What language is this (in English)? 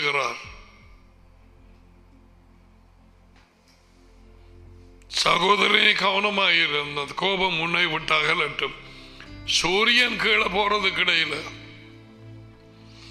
Tamil